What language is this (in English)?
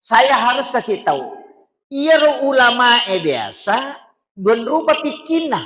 Buginese